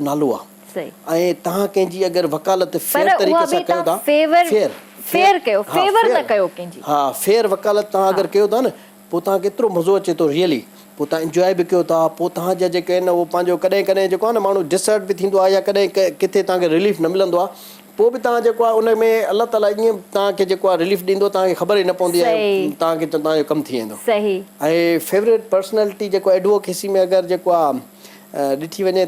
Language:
Sindhi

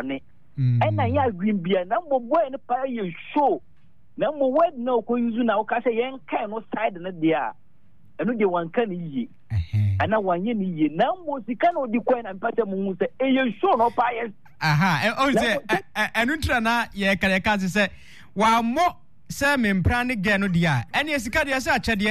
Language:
Akan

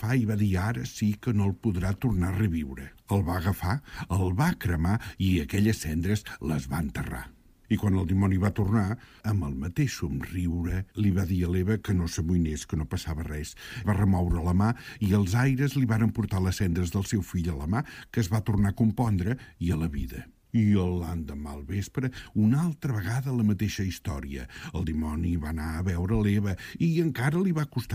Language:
Catalan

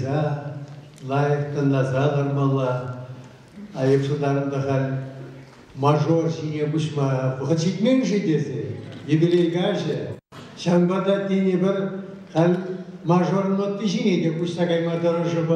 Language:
Chuvash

